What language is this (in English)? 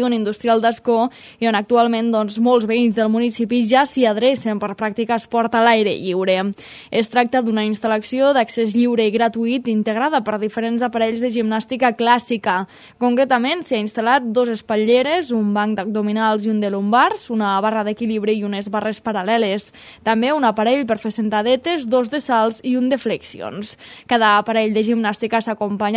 Catalan